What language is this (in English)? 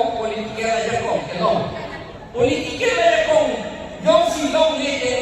Karbi